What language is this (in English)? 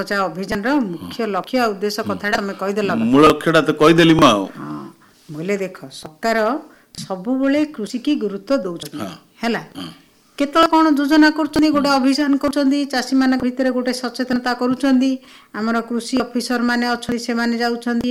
Odia